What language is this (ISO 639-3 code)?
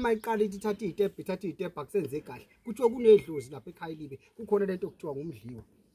zul